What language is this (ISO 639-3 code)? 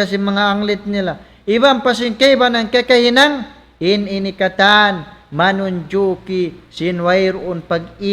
tsg